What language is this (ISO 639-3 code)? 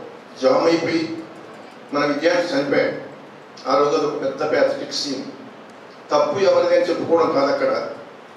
tel